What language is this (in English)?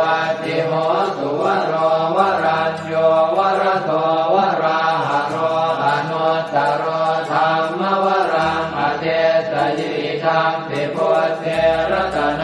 Pali